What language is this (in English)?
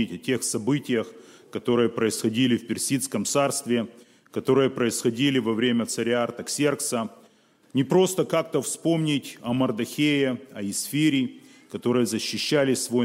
Russian